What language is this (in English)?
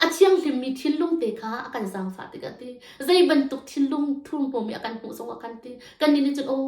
Hakha Chin